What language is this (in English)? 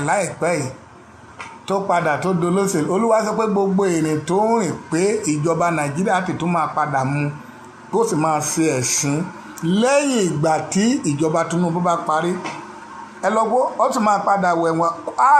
Yoruba